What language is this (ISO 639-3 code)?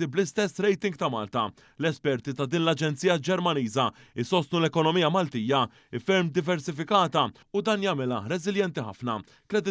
mlt